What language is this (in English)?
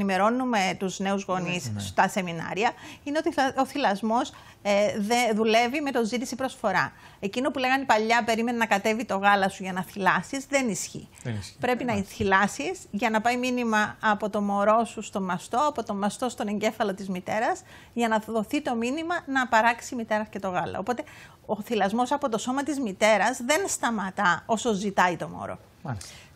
Greek